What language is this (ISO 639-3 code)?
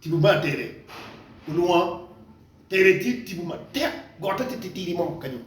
ach